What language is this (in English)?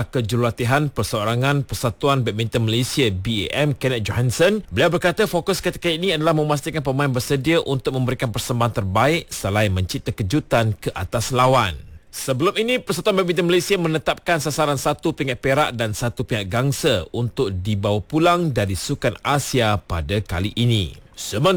Malay